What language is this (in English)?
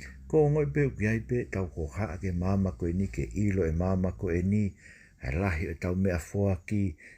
Tongan